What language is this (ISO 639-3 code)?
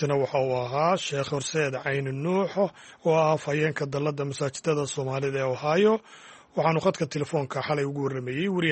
som